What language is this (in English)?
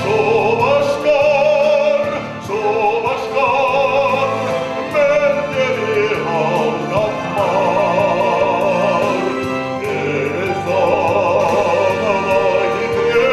Chuvash